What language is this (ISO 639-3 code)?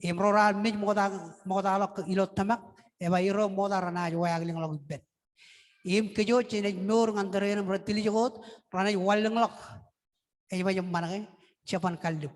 mah